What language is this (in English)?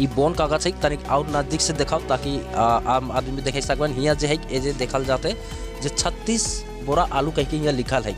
Sadri